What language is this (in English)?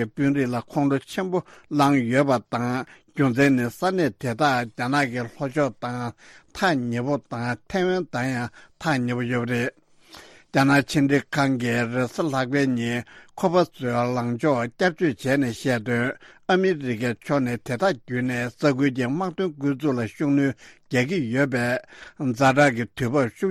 Tibetan